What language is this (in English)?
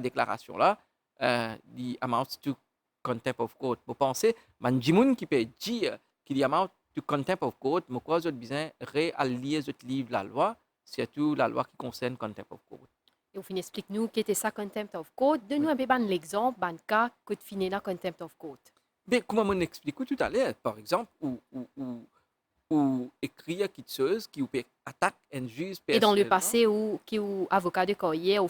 Morisyen